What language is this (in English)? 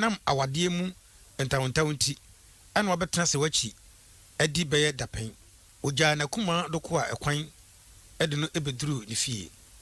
Akan